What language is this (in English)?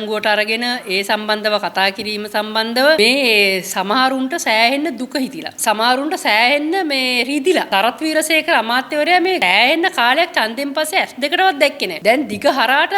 Sinhala